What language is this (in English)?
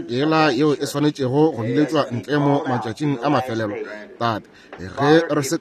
Northern Sotho